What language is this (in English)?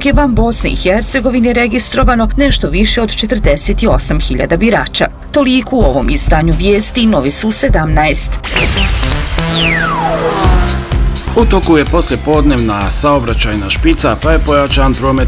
Bosnian